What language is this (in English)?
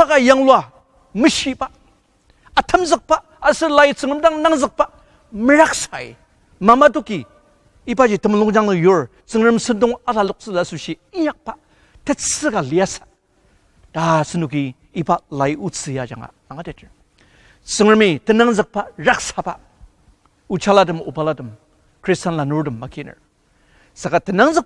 Ao Naga